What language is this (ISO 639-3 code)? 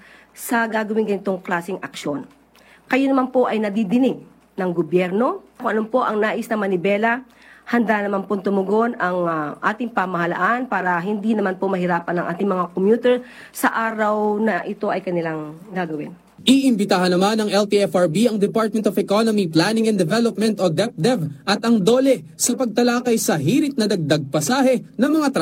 fil